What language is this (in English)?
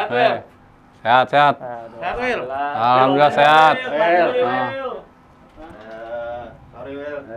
Betawi